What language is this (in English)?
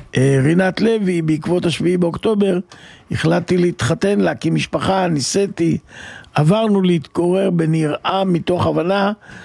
Hebrew